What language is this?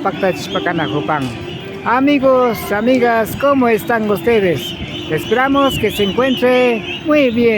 Imbabura Highland Quichua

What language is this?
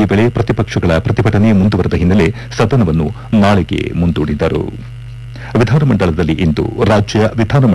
Kannada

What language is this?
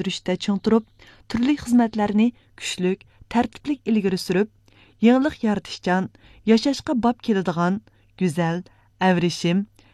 Uyghur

